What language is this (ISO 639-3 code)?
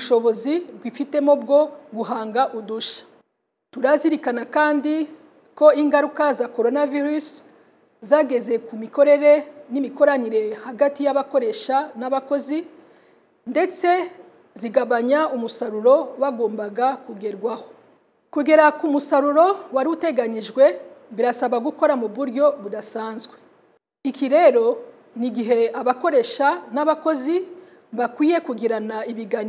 kin